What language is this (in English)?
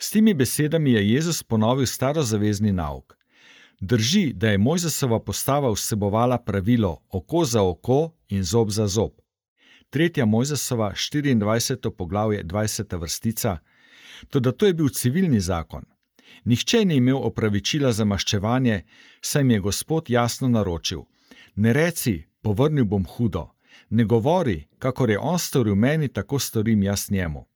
Slovenian